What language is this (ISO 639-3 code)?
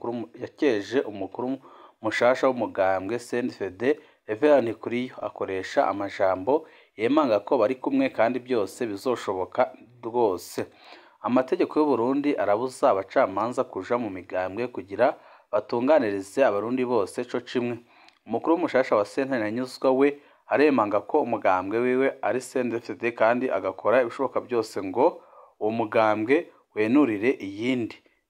run